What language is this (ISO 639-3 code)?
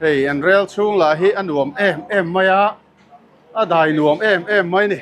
lus